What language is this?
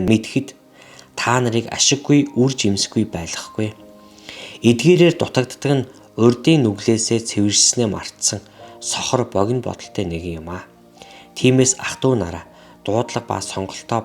Mongolian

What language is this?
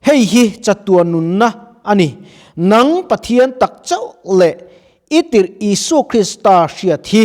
Mizo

